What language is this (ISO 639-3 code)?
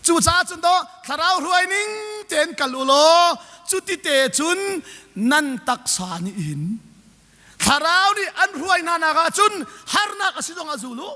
cnh